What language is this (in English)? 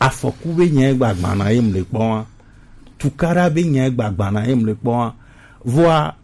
Gen